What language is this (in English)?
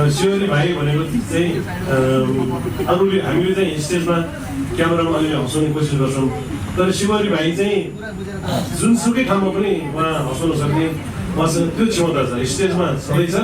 Nepali